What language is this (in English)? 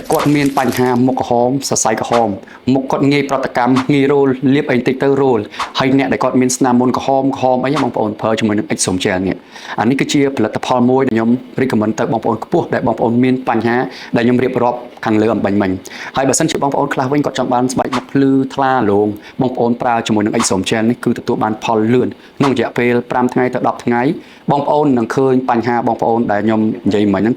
Khmer